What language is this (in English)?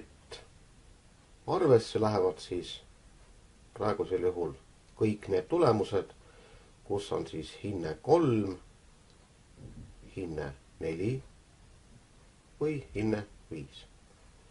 Estonian